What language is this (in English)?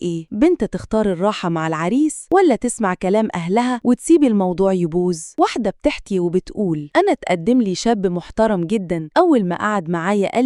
Egyptian Arabic